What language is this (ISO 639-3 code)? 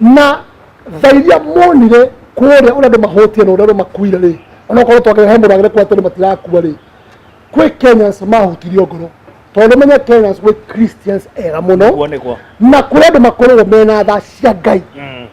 kik